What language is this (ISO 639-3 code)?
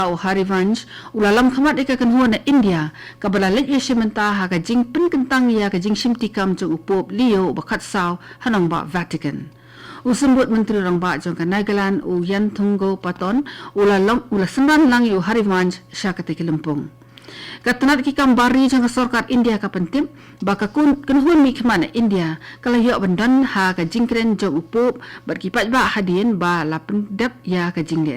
kha